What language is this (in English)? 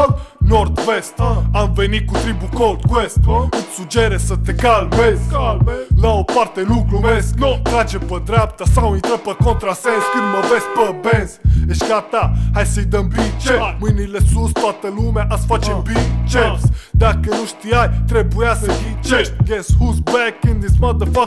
Romanian